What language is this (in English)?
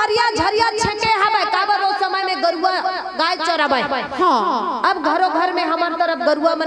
Chhattisgarhi